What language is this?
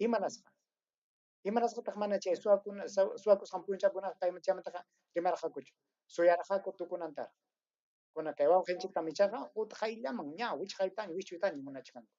Ayacucho Quechua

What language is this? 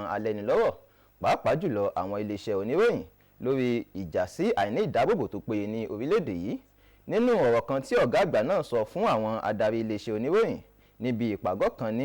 Yoruba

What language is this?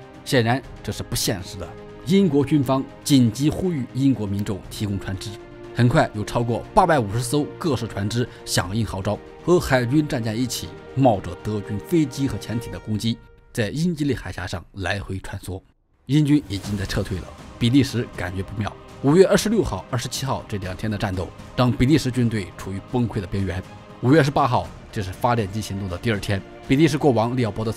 Chinese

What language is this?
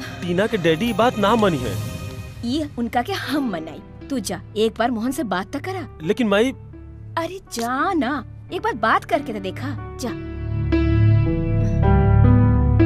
Bhojpuri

